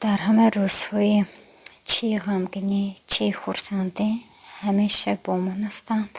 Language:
Tajik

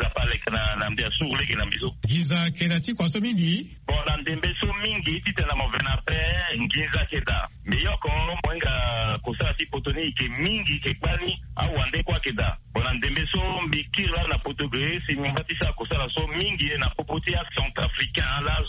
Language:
Sango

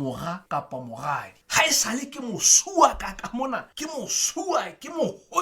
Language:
Southern Sotho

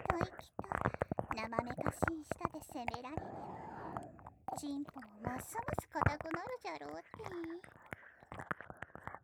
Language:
Japanese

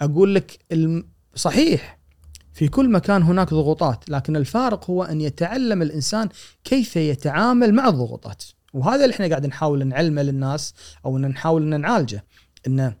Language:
Gulf Arabic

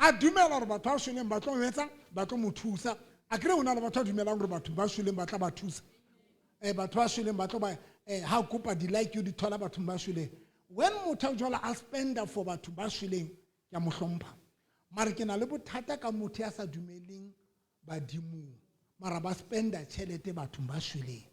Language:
Southern Sotho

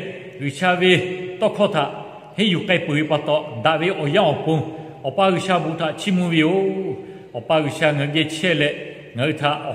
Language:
Lahu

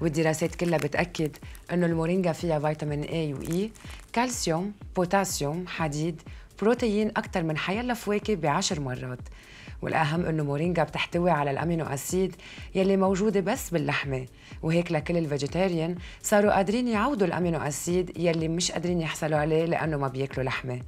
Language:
North Levantine Arabic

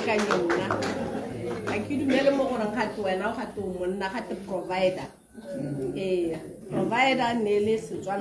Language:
Tswana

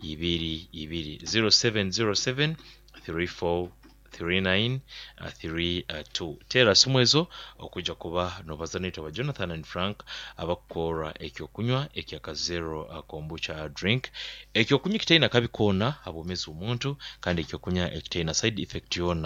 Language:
Nyoro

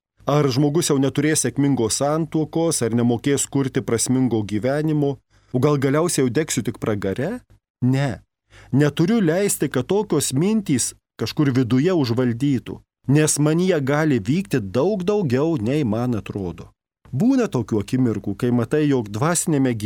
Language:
Lithuanian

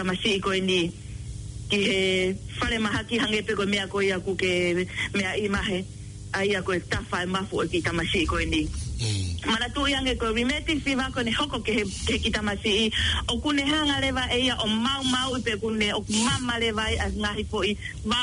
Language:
Tongan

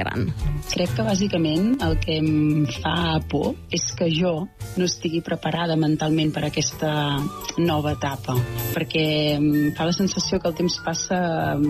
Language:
Catalan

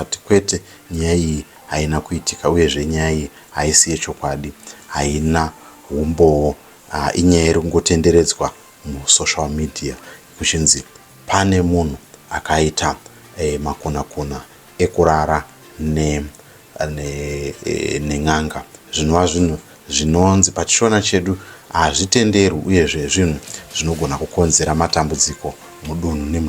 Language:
Shona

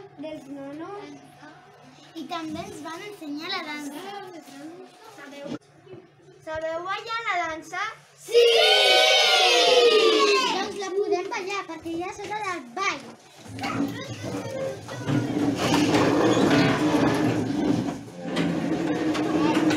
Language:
Catalan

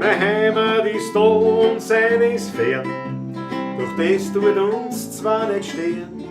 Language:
Bavarian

